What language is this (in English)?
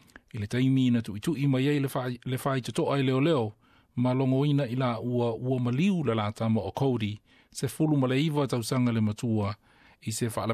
Samoan